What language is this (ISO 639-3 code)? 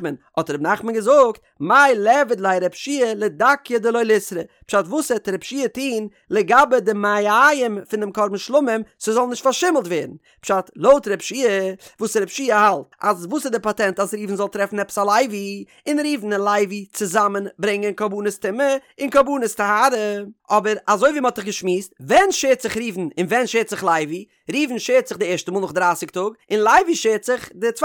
yid